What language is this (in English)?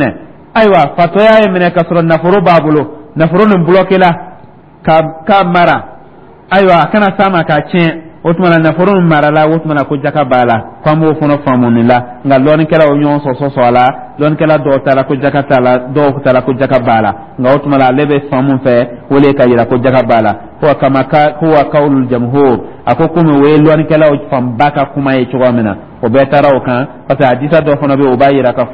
Dyula